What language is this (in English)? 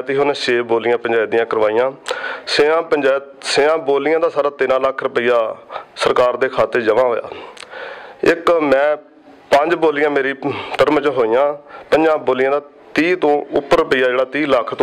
Punjabi